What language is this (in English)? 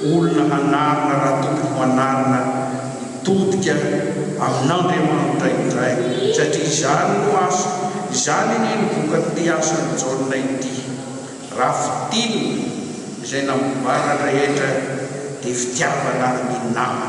Malagasy